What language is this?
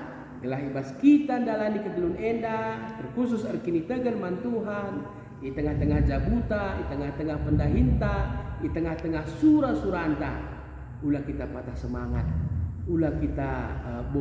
Batak Karo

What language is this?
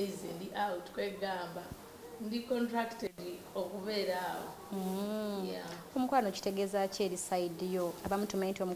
Ganda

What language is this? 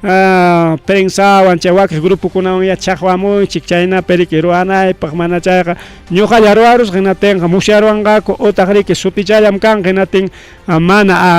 Ayacucho Quechua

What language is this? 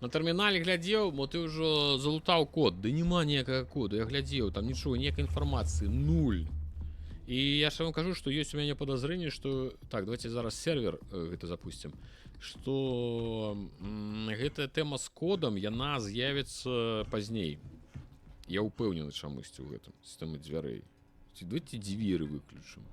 Belarusian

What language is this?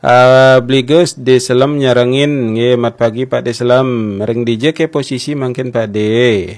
Balinese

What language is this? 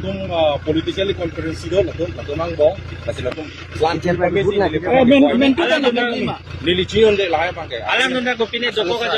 Karbi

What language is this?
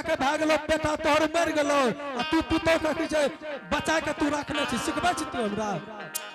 Angika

